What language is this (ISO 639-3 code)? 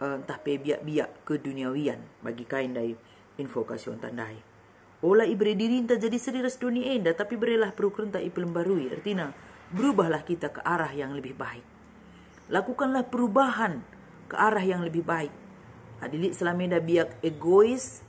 btx